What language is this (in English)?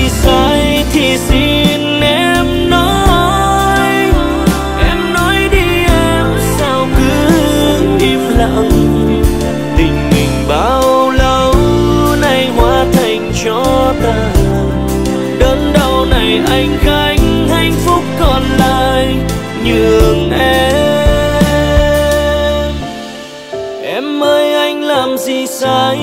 Vietnamese